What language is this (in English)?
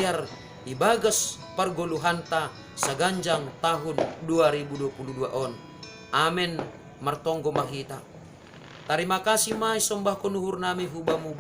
Batak Simalungun